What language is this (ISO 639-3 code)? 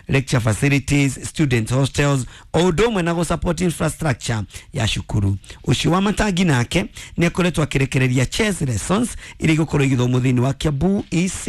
kik